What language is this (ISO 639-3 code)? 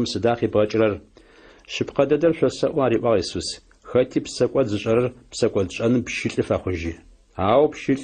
ady